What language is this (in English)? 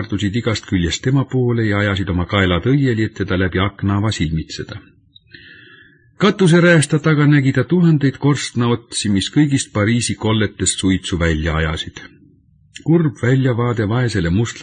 Estonian